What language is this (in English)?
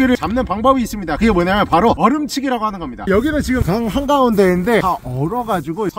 Korean